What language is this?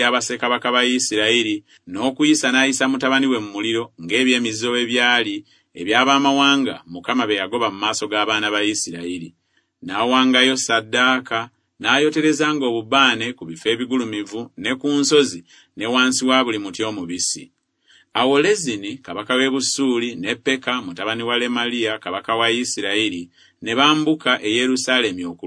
Ganda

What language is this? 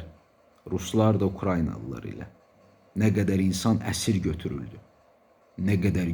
Azerbaijani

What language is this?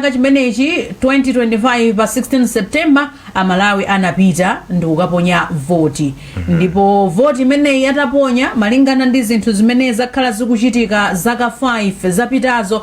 Nyanja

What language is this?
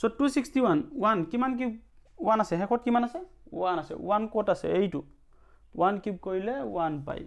Assamese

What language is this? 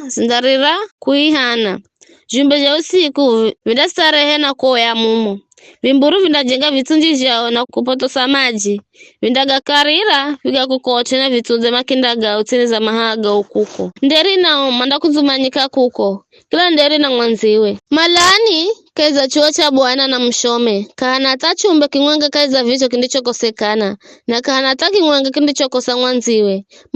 Giryama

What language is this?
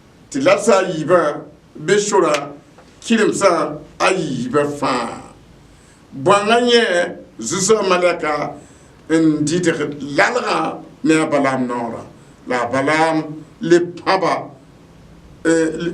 Mossi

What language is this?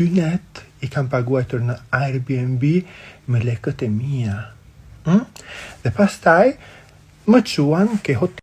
Albanian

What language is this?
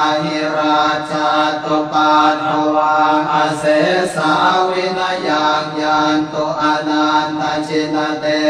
Pali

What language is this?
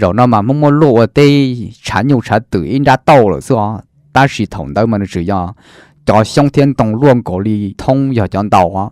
Hmong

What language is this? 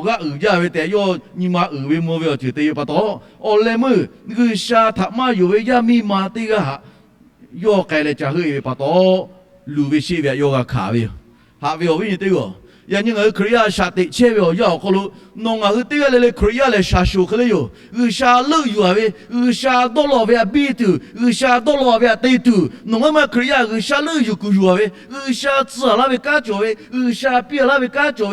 Lahu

